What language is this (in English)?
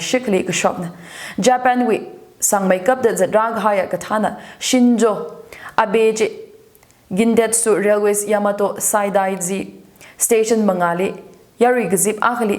Tangkhul Naga (India)